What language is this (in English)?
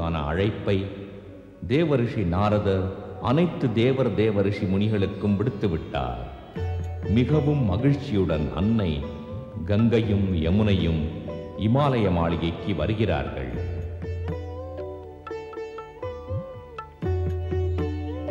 Tamil